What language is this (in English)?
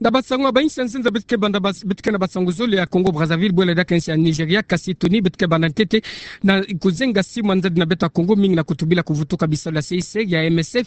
Kituba (Democratic Republic of Congo)